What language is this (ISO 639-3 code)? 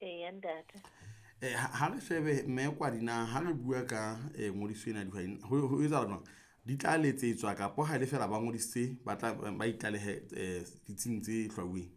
sot